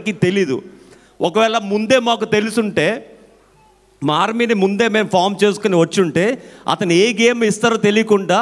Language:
Telugu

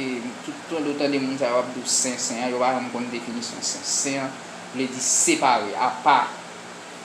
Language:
Haitian Creole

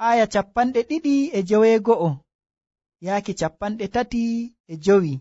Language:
Nigerian Fulfulde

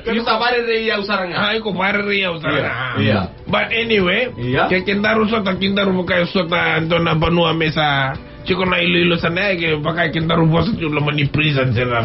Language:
Fijian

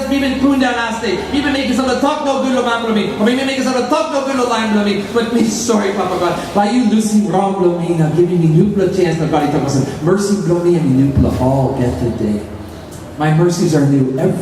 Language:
Tok Pisin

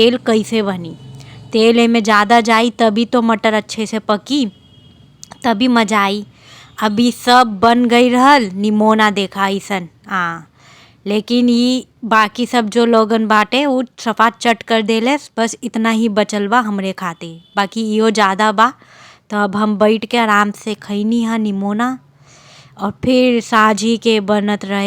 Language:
Bhojpuri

